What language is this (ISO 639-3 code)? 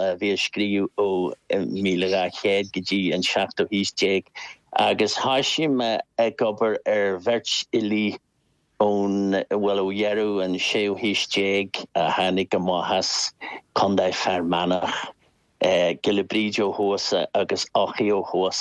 gle